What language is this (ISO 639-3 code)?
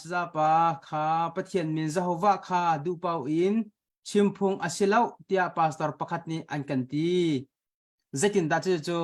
cnh